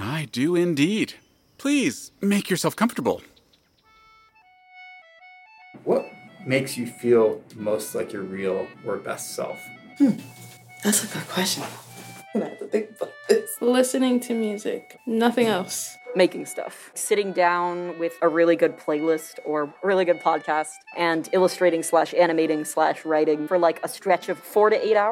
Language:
English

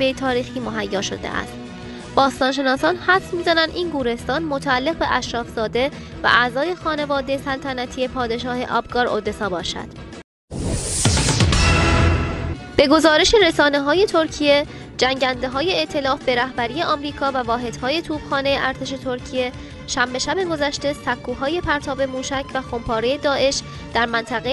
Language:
Persian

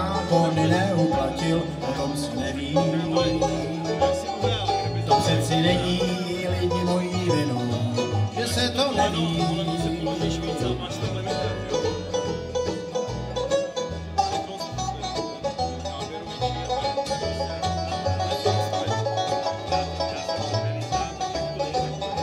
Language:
Czech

